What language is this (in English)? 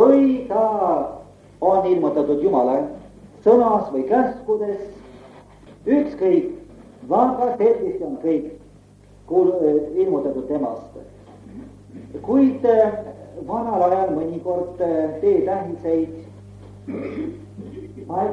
Estonian